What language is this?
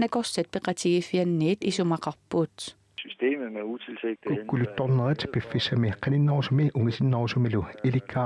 Kalaallisut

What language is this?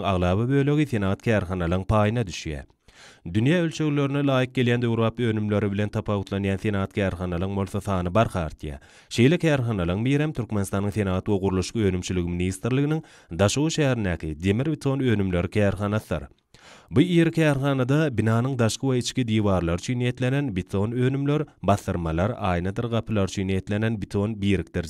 Turkmen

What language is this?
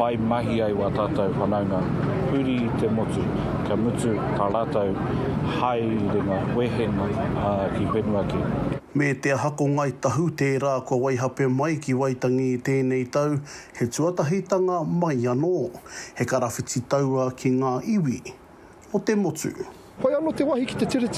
Māori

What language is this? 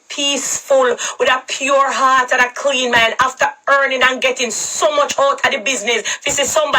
Jamaican Creole English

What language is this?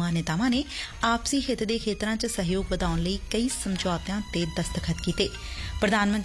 Punjabi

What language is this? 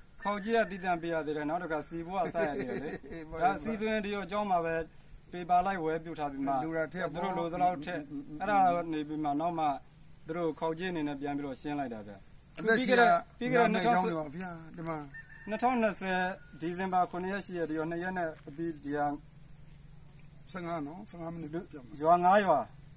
Burmese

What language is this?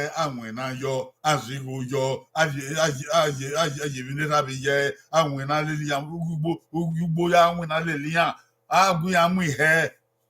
Bini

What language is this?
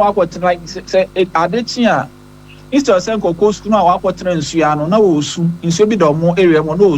Akan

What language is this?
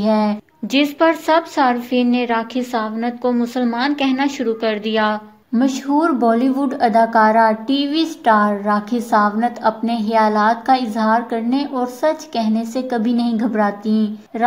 Urdu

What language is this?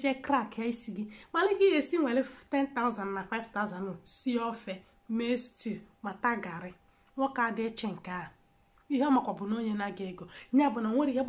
Igbo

